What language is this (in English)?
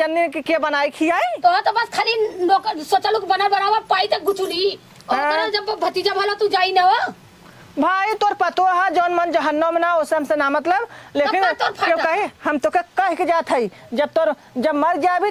Awadhi